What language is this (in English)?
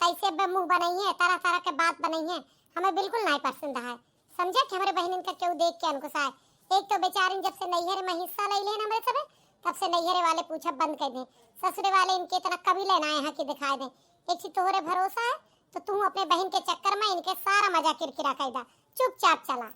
Awadhi